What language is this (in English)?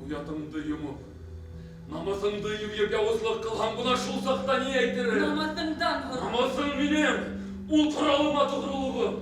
Bashkir